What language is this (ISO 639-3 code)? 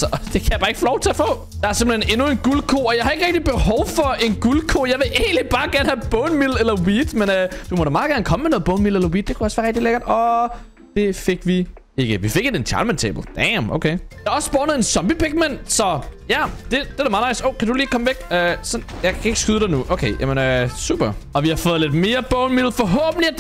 dan